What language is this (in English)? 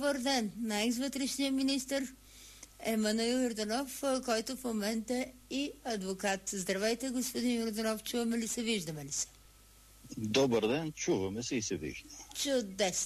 Bulgarian